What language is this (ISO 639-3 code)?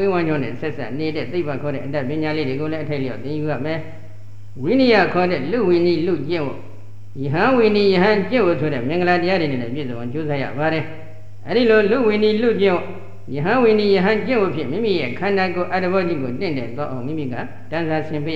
mya